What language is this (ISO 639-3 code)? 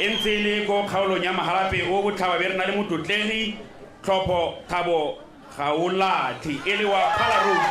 tsn